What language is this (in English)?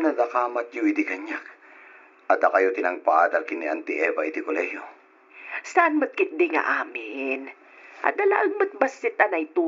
Iloko